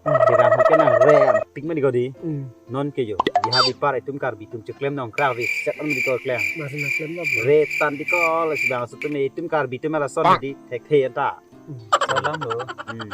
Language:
Karbi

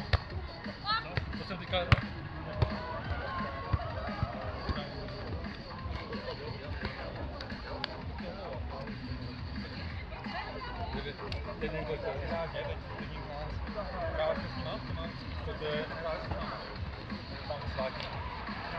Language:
Czech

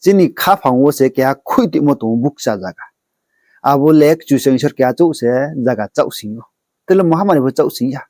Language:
Riang (India)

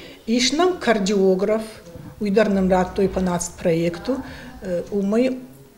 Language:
Ossetic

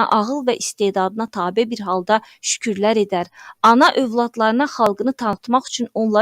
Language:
Azerbaijani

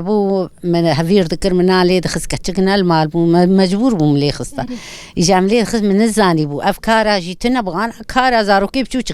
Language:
Kurdish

